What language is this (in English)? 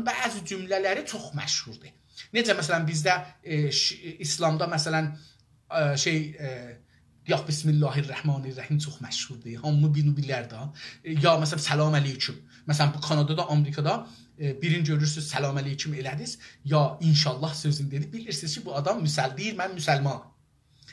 South Azerbaijani